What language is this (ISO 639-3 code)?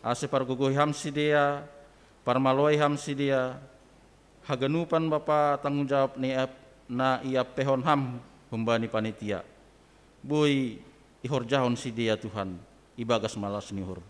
bts